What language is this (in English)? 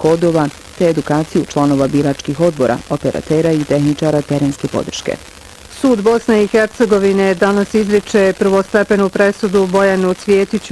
Bosnian